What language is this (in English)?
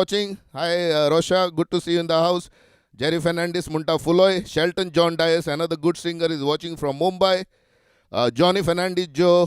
Konkani